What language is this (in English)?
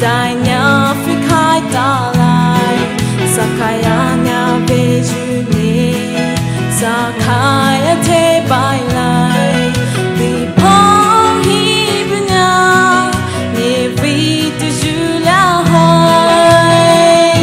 Poumei Naga